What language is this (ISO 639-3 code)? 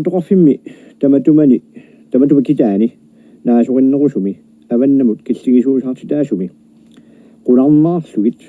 kal